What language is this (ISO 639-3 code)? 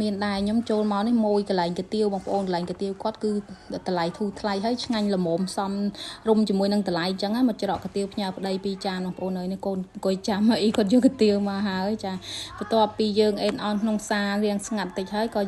khm